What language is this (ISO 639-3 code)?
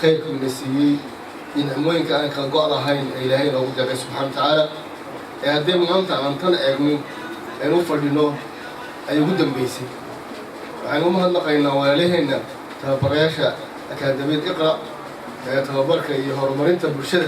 som